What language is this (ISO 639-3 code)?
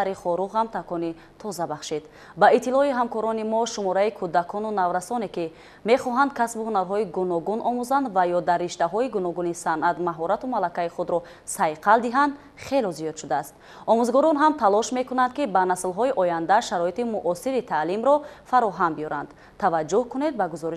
tgk